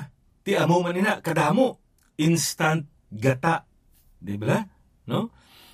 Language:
Hiligaynon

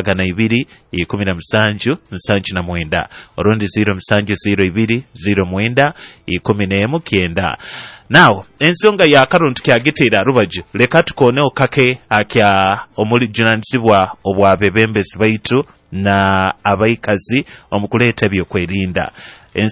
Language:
Nyoro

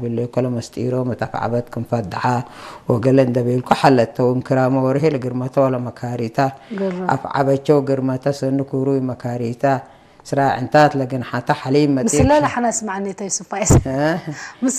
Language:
Tigre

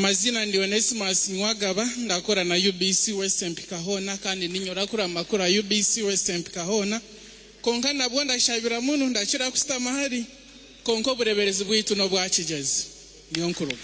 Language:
Nyankole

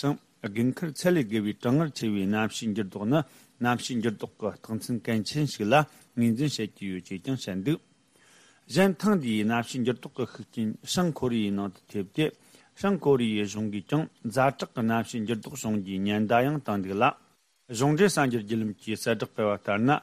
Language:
Tibetan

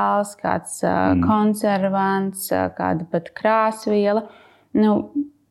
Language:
Latvian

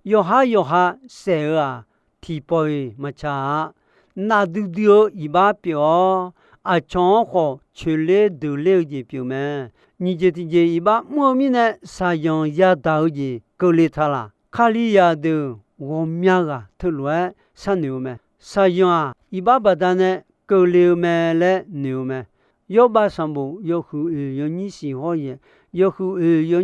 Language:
Akha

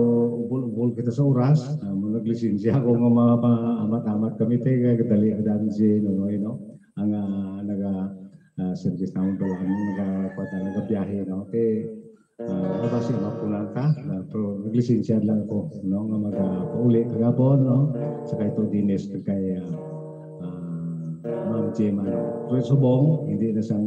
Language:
Hiligaynon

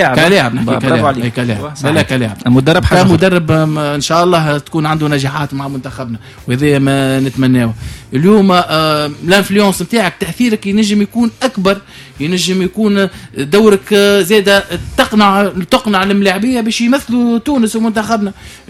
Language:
Tunisian Arabic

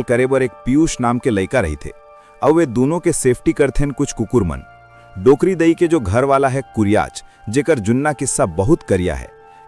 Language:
Chhattisgarhi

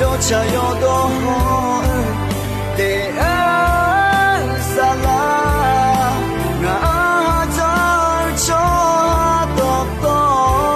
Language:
Akha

